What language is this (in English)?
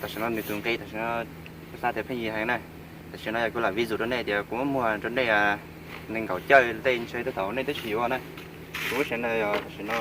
Hmong